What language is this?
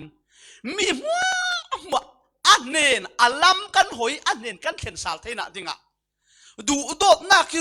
Falam Chin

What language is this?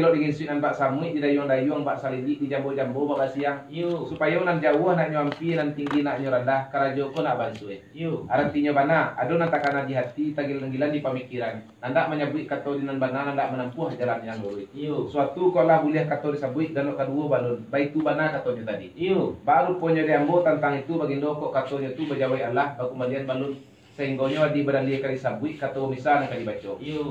Minangkabau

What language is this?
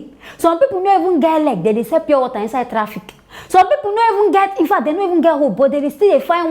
Nigerian Pidgin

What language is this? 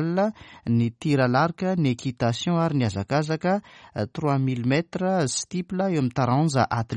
Malagasy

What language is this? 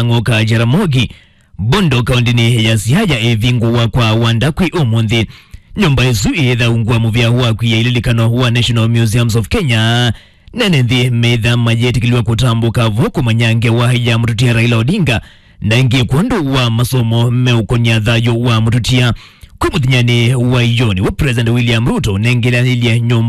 Kamba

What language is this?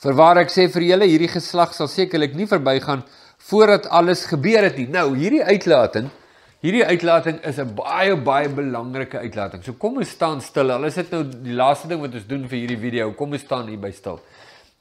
Afrikaans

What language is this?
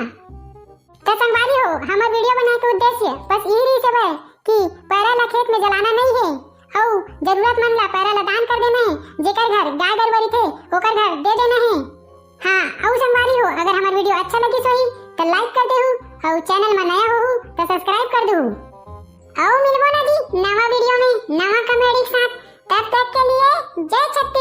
Chhattisgarhi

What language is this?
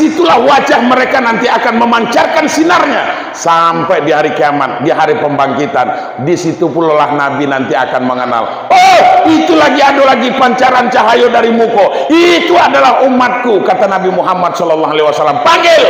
Minangkabau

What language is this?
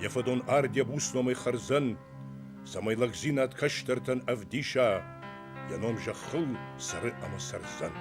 Ossetic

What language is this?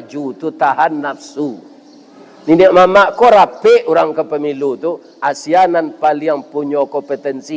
Minangkabau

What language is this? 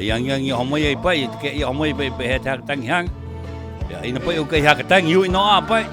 Rapanui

